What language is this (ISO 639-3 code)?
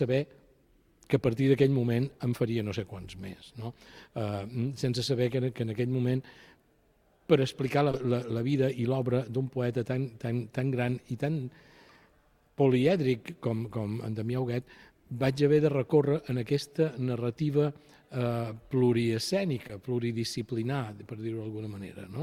cat